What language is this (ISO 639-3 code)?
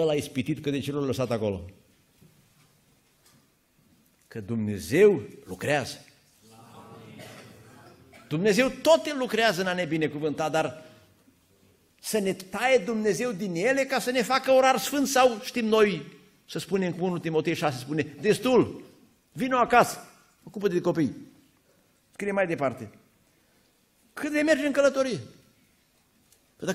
ron